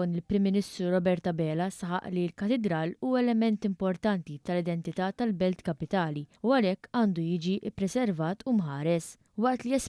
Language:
Maltese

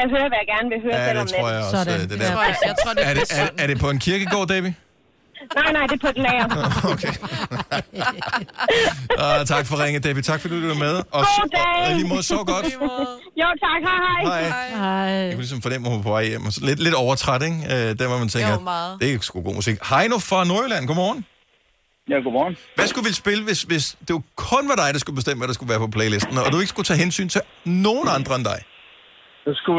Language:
Danish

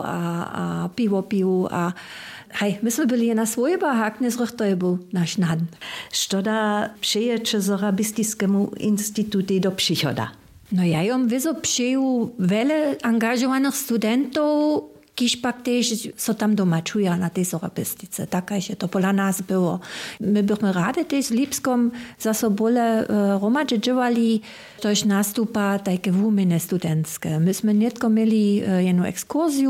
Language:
Upper Sorbian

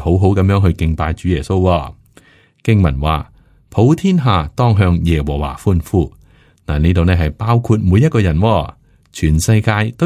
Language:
Cantonese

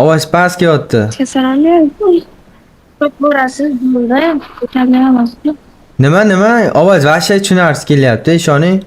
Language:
Uzbek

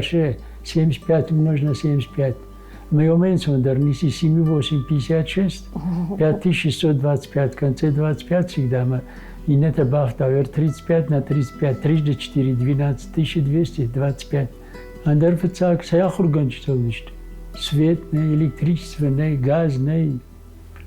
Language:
Ossetic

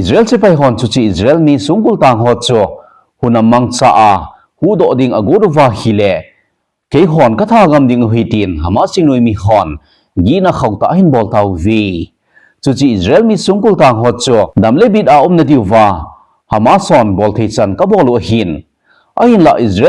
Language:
Thado Chin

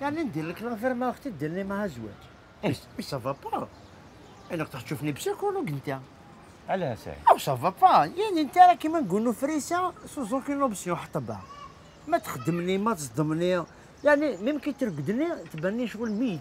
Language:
Algerian Arabic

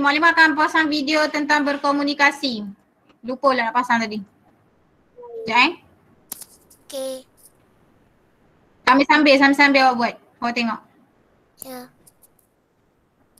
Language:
Malay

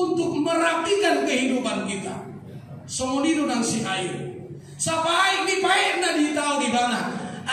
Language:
Batak Toba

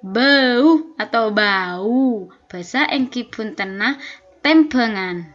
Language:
Madurese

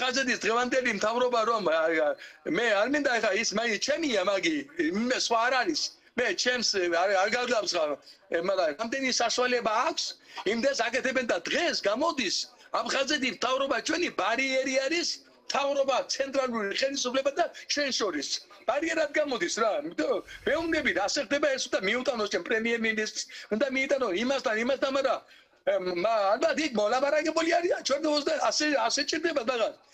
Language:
Georgian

